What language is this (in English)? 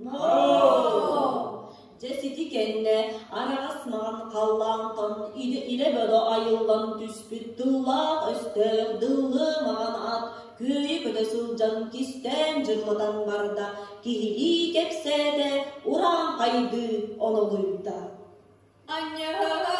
Yakut